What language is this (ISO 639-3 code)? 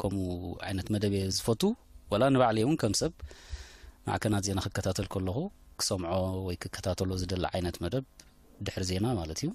tir